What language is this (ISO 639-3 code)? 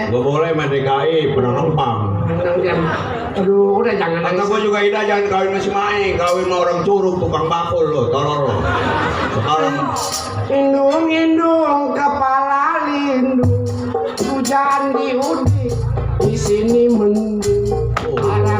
bew